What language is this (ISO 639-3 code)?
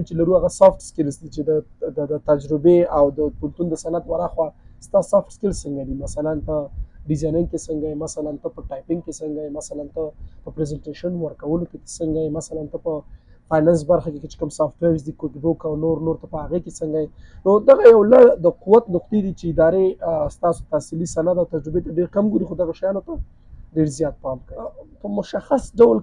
pus